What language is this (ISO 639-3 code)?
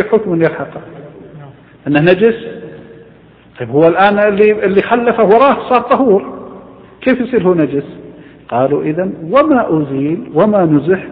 ara